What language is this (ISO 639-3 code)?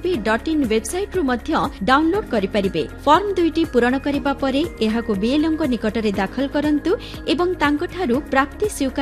ori